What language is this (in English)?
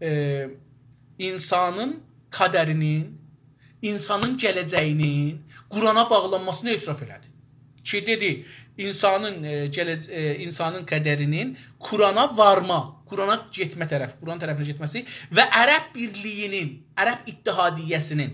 South Azerbaijani